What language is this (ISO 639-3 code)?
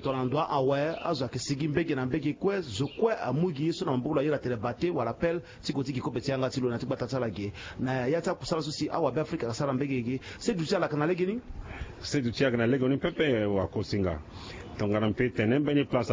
sag